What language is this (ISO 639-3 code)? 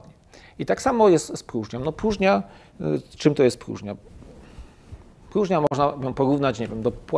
pol